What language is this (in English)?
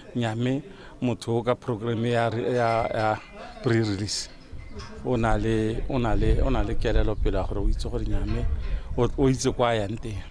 Tswana